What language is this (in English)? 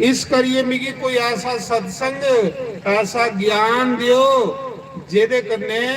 Dogri